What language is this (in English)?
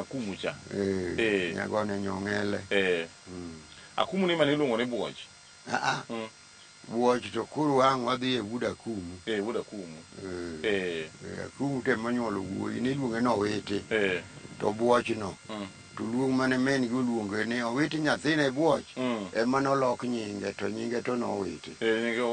Luo (Kenya and Tanzania)